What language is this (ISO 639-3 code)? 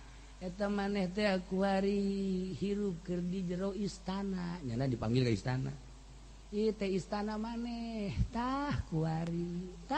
sun